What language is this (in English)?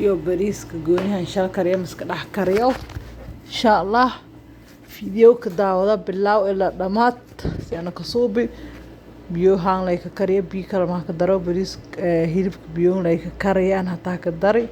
Somali